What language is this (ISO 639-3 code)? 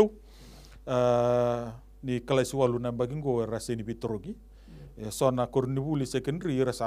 fij